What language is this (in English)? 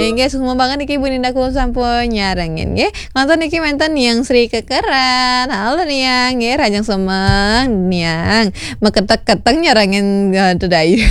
Balinese